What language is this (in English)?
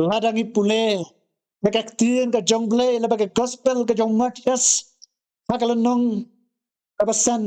Khasi